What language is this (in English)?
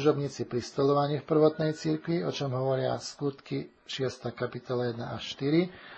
Slovak